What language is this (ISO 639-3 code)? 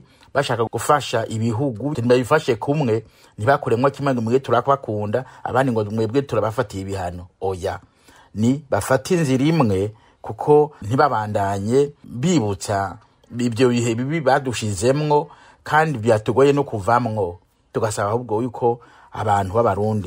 run